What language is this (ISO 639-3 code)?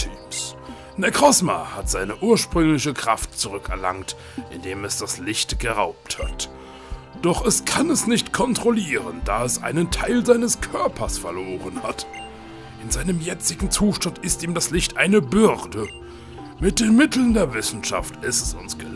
deu